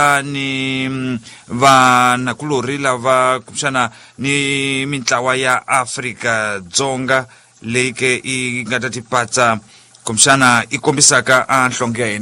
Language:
Tsonga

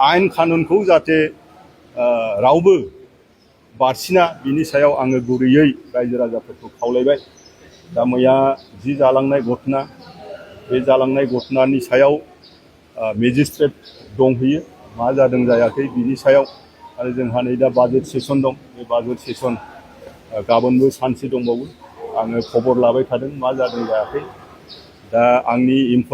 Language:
Bodo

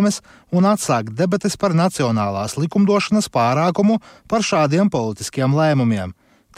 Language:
Latvian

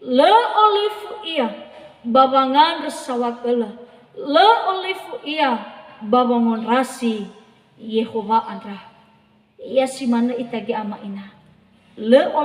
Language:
Nias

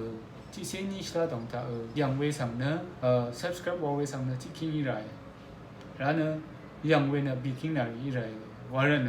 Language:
Rawang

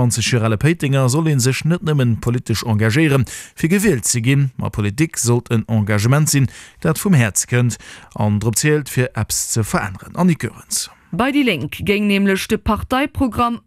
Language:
Luxembourgish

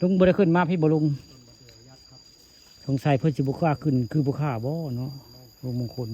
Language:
Northeastern Thai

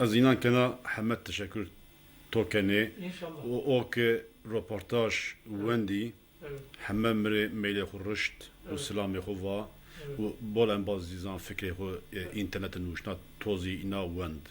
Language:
Zaza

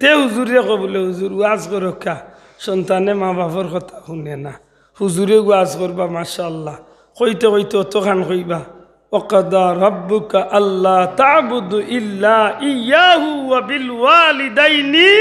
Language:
Sylheti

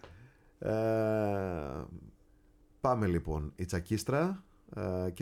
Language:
Greek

